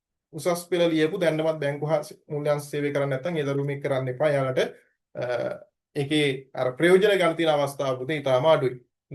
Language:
Sinhala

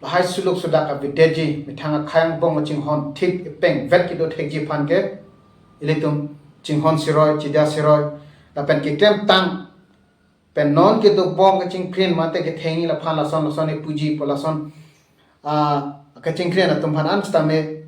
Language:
Karbi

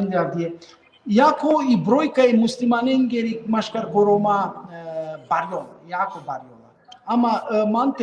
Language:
Balkan Romani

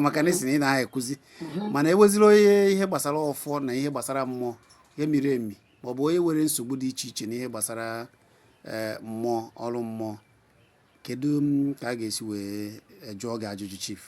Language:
Igbo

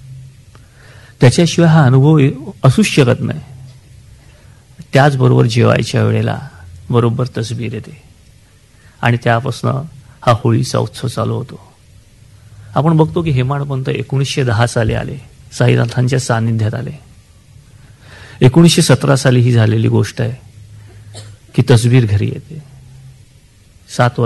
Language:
Marathi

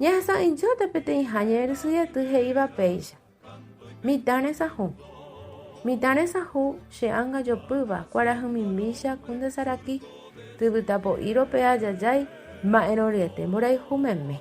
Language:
Guarani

